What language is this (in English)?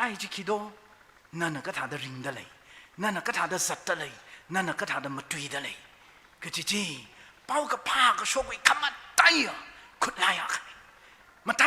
Tangkhul Naga (India)